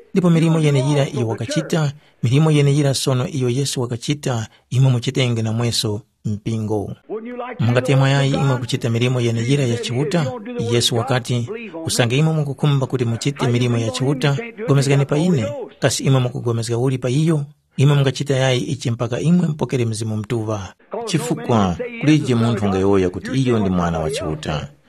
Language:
Tumbuka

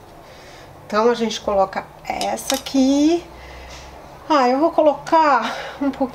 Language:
Portuguese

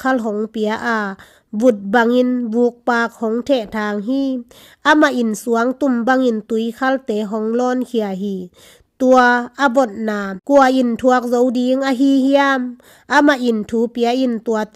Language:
Tedim Chin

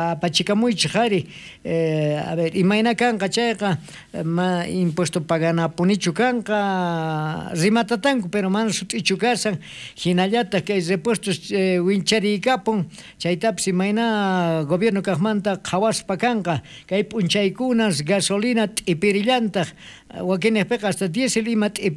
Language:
South Bolivian Quechua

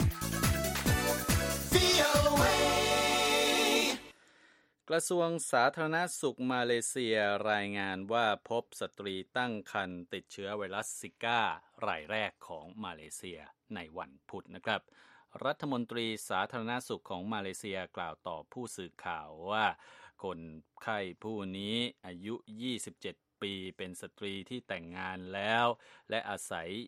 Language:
Thai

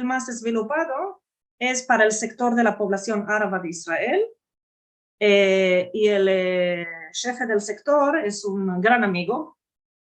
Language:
Ladino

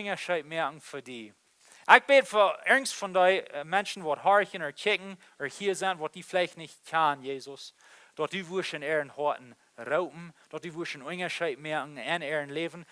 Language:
Plautdietsch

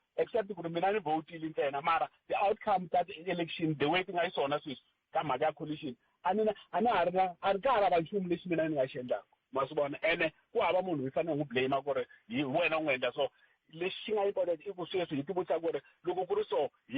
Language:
Tsonga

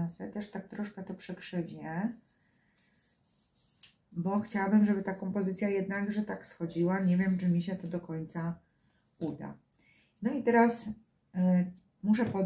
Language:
Polish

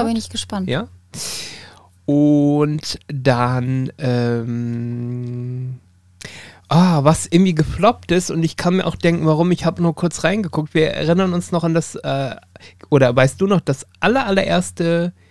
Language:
German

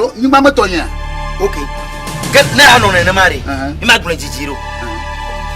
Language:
Ewe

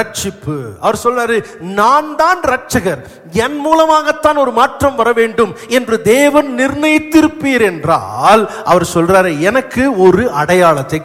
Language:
Tamil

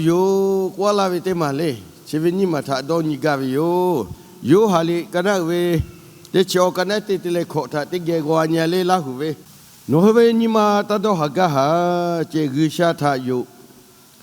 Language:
Lahu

